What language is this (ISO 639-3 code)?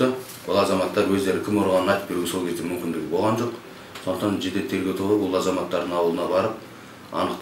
kir